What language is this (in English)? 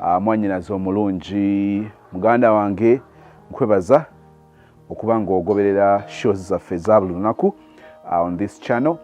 Ganda